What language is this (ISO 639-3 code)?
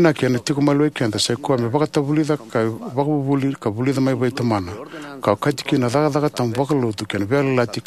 fij